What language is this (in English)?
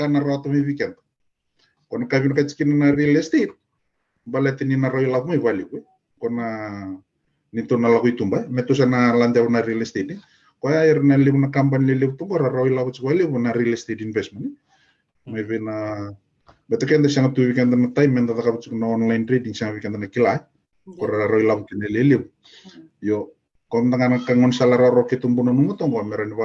Fijian